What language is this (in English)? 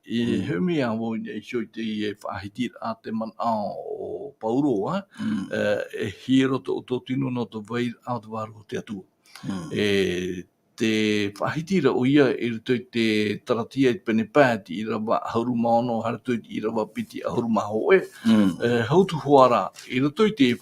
Tahitian